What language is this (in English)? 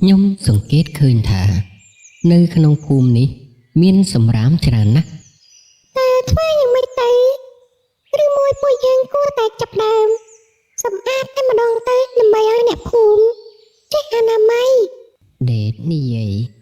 Khmer